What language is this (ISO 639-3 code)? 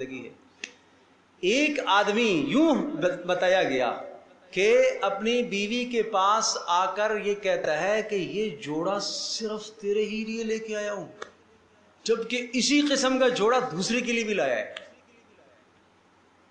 urd